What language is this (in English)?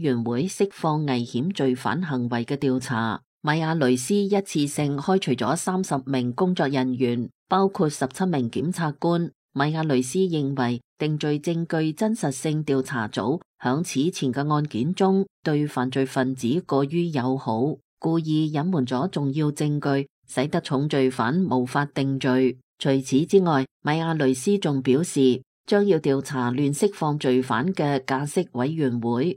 Cantonese